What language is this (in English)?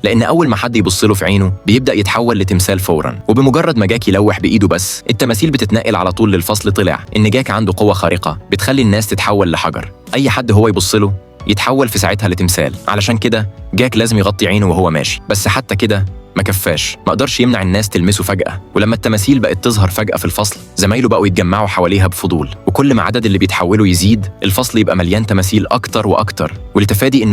Egyptian Arabic